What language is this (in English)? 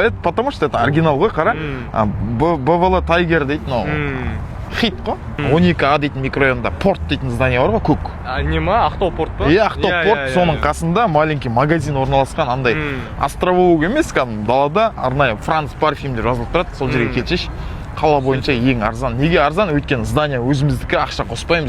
Kazakh